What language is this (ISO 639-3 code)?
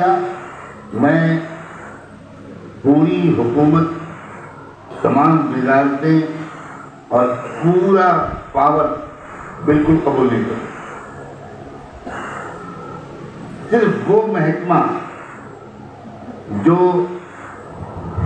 urd